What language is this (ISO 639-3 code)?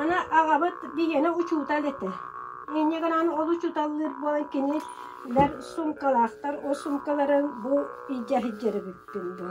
sah